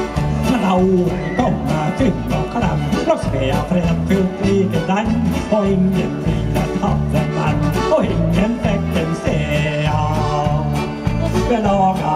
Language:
Norwegian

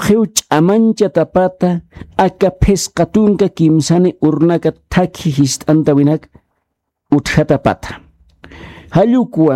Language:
Aymara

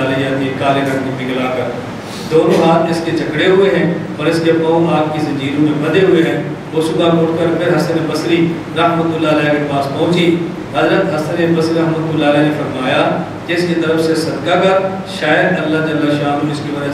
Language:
Urdu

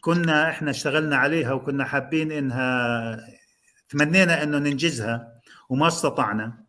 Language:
North Levantine Arabic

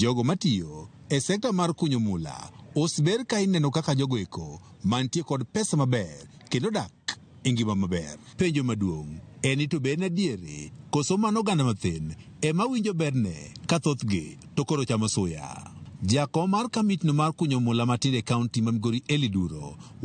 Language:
Luo (Kenya and Tanzania)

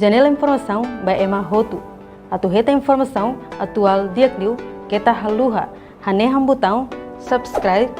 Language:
Tetum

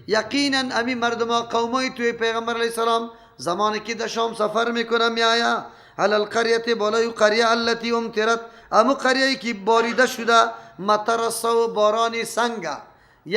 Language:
Persian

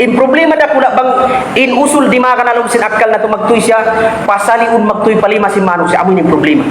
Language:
Tausug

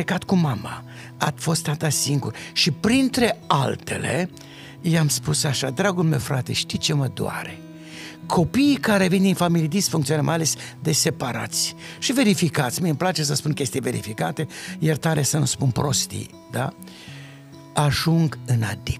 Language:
Romanian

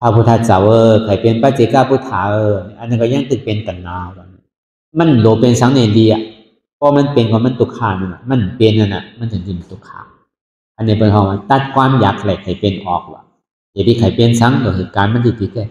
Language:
Shan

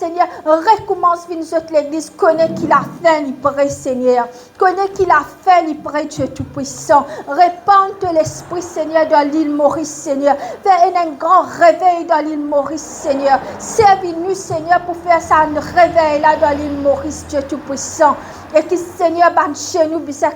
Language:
Morisyen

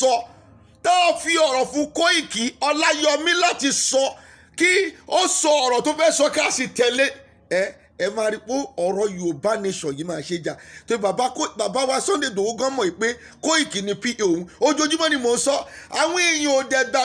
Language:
Yoruba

